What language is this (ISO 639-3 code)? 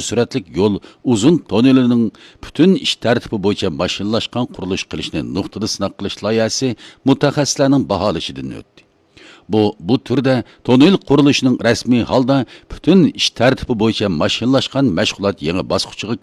uig